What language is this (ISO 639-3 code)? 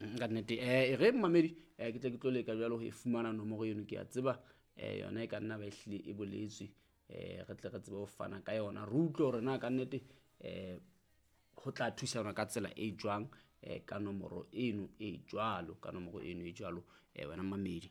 sot